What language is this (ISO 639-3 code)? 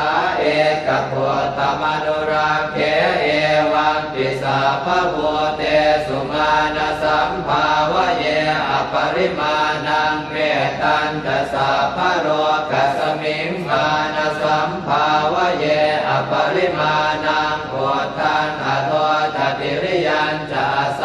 pli